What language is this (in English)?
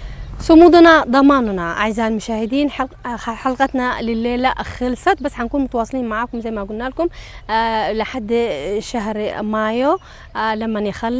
Tigrinya